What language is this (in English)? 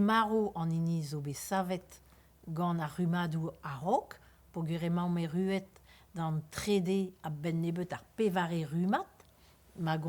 Breton